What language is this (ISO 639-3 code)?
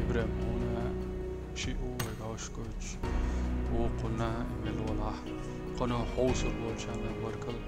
che